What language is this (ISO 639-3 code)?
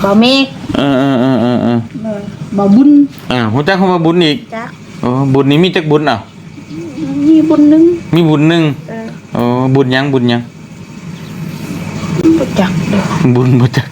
tts